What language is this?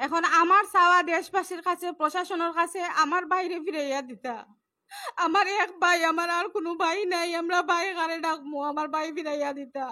Sylheti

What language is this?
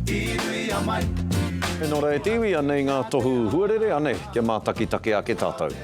Māori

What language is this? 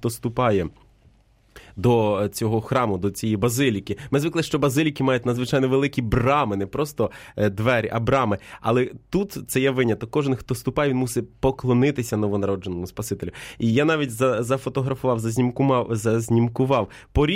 Ukrainian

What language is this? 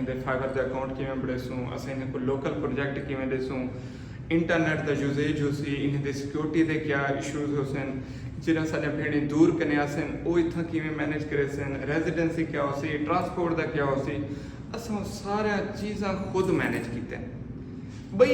Saraiki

